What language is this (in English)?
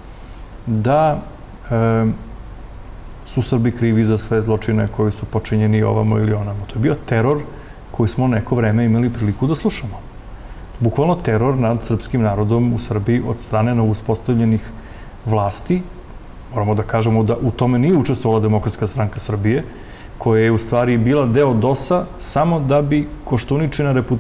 Serbian